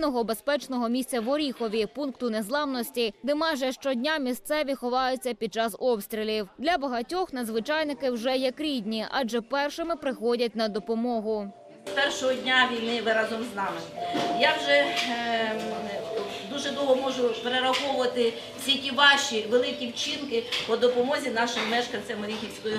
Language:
Ukrainian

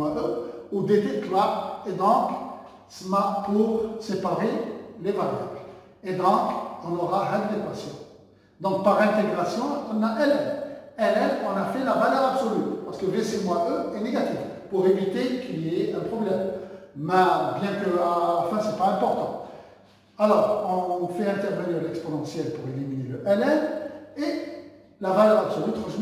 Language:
French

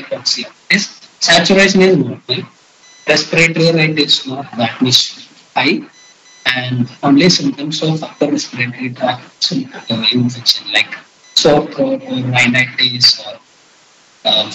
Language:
English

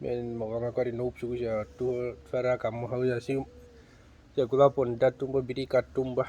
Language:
Herero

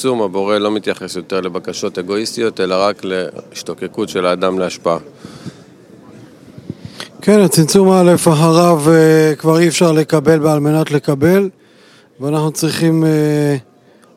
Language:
Hebrew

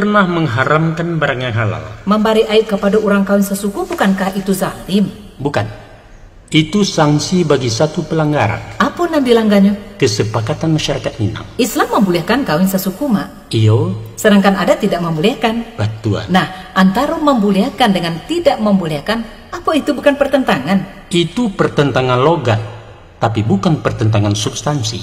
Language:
Minangkabau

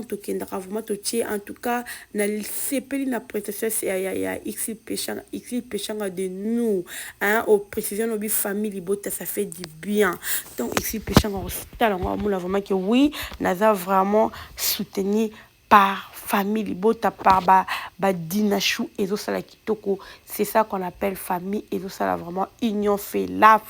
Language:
Lingala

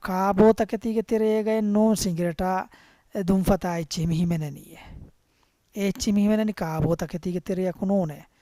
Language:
Divehi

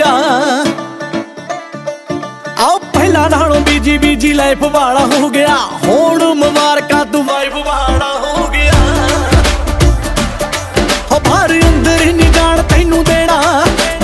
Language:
Punjabi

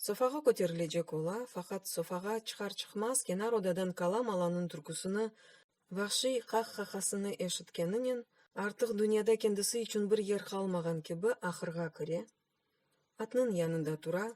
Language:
Crimean Tatar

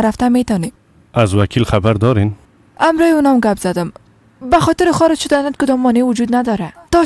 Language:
Persian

